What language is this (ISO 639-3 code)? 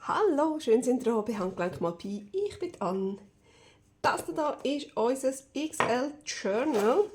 gsw